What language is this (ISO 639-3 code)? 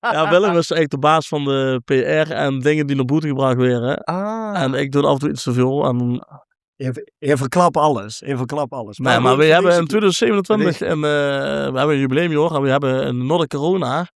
lim